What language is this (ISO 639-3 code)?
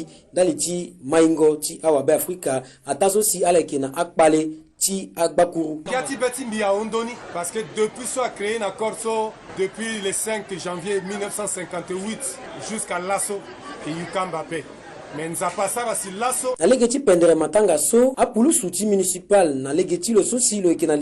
sag